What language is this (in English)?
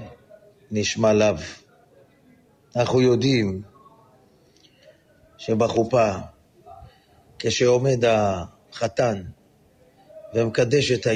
Hebrew